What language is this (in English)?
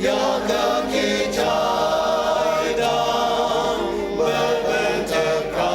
Ao Naga